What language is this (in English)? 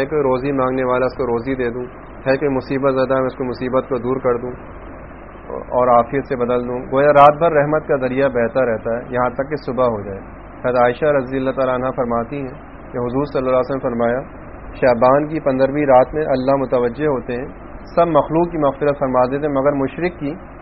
Urdu